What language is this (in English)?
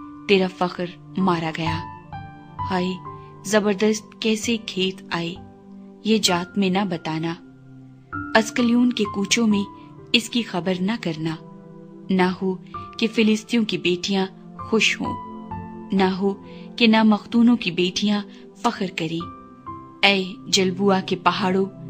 Urdu